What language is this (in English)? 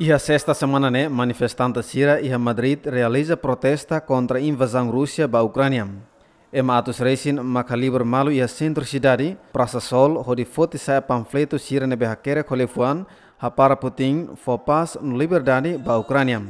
Tetum